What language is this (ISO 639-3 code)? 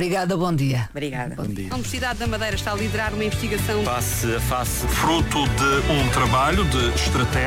por